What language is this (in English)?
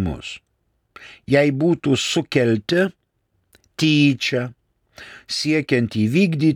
Lithuanian